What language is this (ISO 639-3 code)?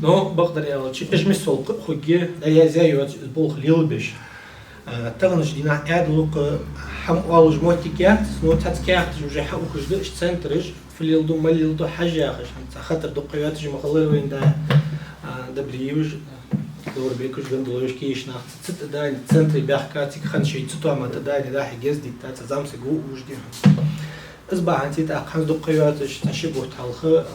inh